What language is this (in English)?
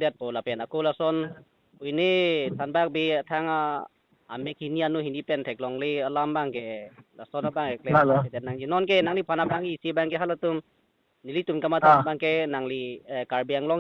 Karbi